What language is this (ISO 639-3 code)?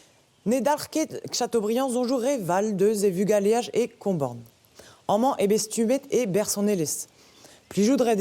bre